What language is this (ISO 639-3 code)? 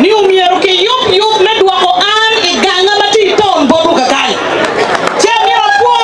ach